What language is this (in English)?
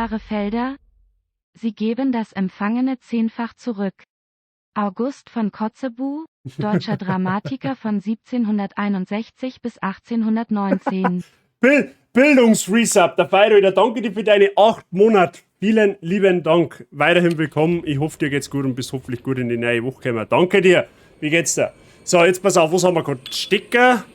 Bavarian